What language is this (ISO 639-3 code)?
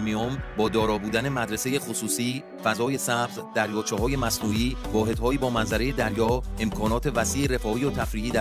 fas